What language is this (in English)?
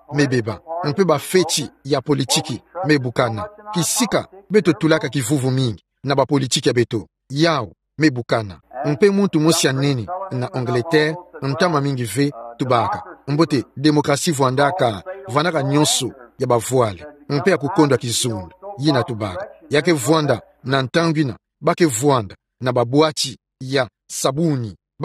Kituba (Democratic Republic of Congo)